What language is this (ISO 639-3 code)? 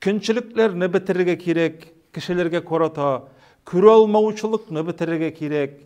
tat